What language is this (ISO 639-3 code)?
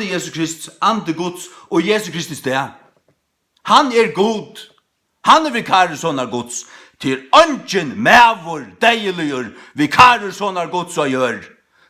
fao